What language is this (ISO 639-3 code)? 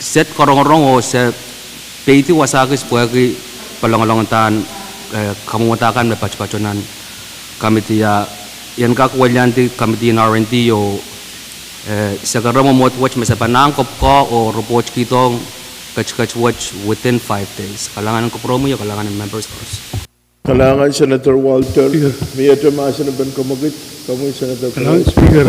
pon